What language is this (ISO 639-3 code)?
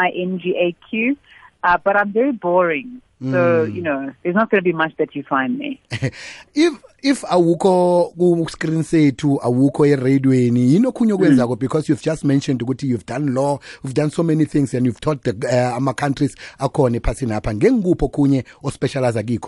nbl